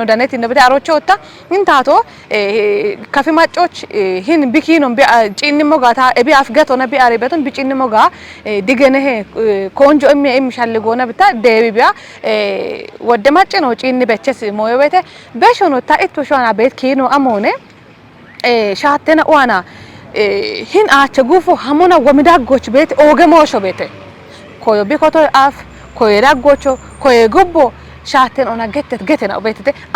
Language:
Kafa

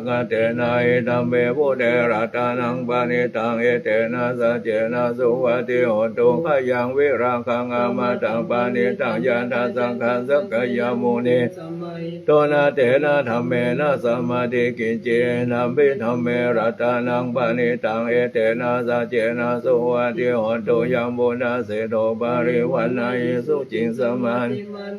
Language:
Pali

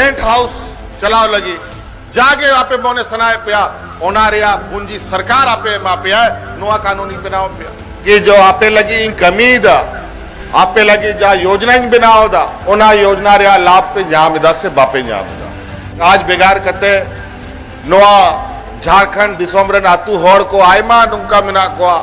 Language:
Santali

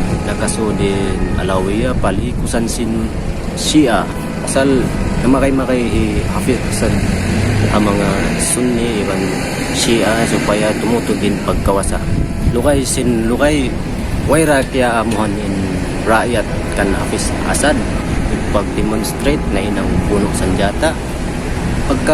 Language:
Tausug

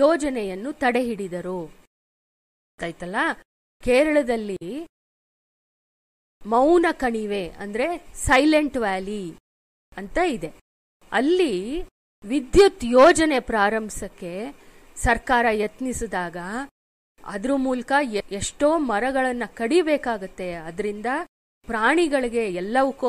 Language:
Kannada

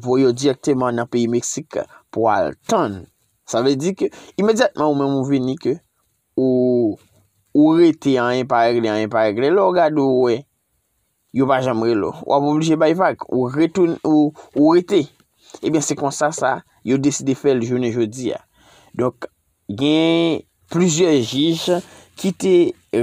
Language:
Haitian Creole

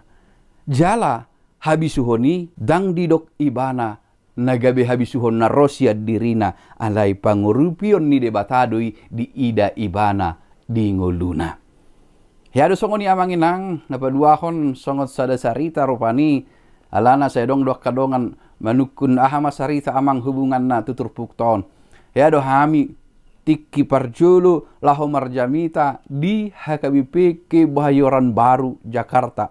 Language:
Batak Toba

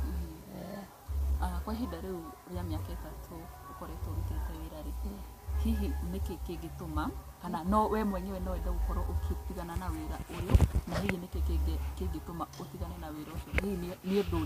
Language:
Kikuyu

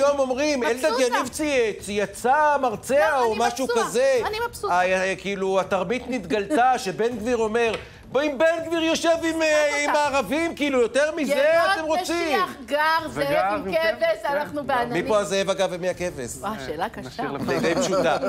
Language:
Hebrew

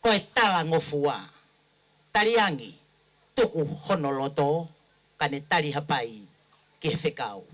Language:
Tongan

